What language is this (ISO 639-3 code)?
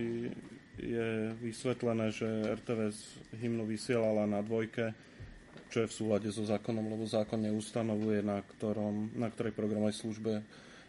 slk